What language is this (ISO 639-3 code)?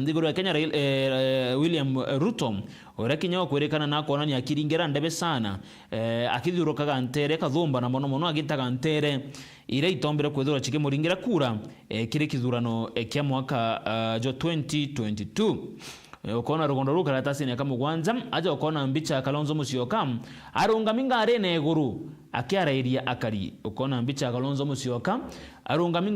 mer